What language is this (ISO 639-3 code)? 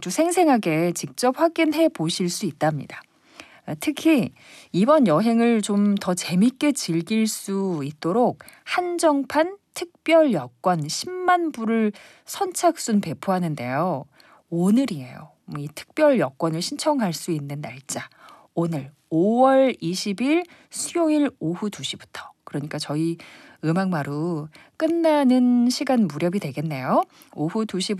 kor